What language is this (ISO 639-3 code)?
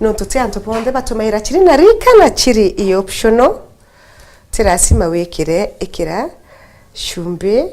mer